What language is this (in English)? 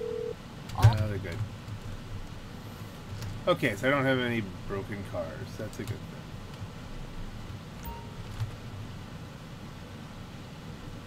English